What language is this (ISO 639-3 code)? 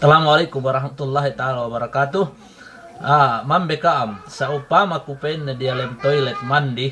yka